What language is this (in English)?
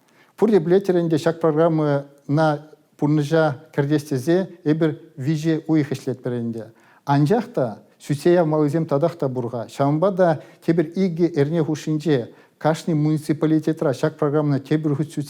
Chuvash